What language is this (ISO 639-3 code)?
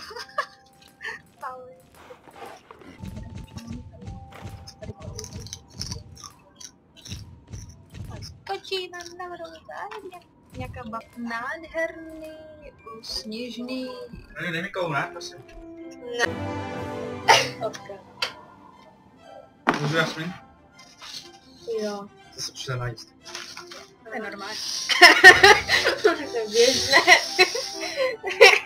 ces